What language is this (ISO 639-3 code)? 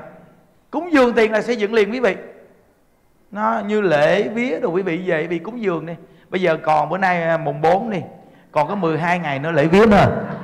vie